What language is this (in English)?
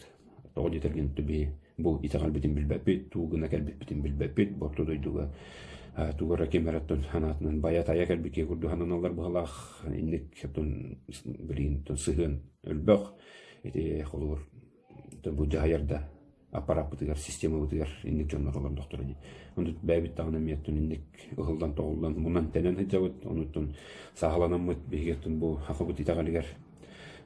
Yakut